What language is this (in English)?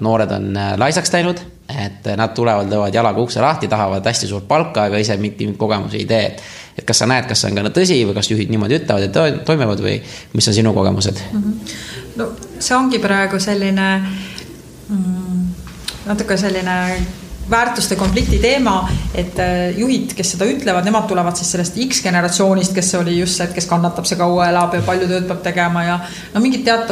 Estonian